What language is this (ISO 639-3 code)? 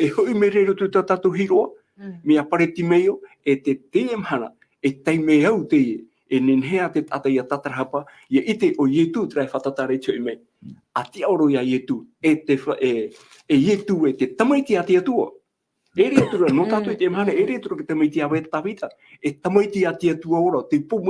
tah